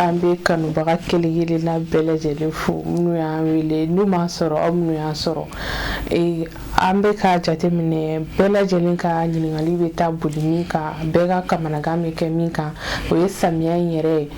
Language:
Bambara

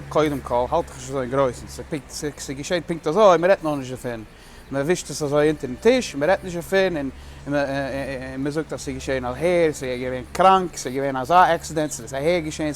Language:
Yiddish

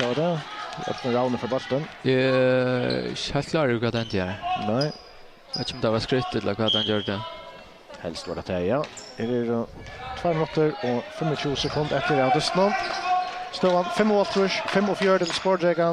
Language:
Faroese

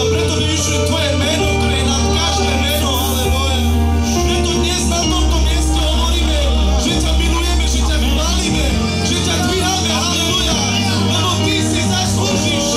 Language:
Slovak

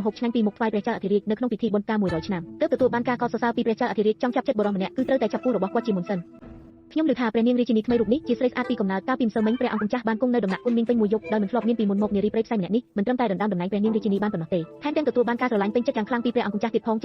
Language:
Khmer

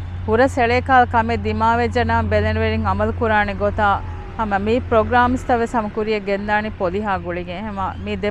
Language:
Divehi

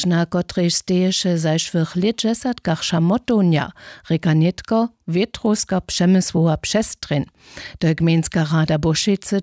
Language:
Upper Sorbian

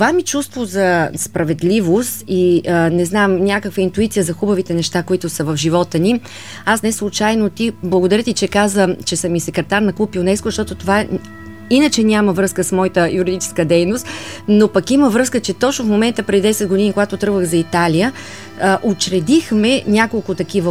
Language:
Bulgarian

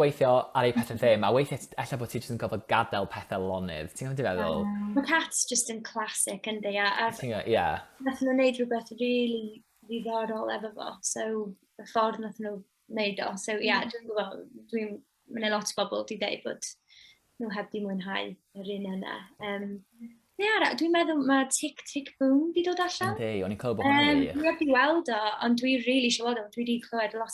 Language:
Welsh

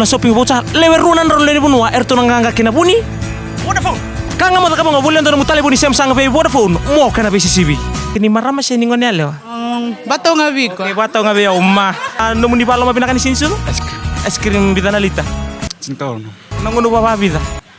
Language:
Fijian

